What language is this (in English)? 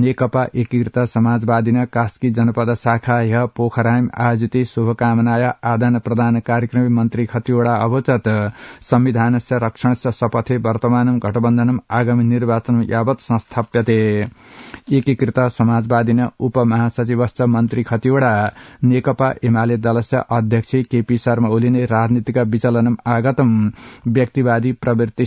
Sanskrit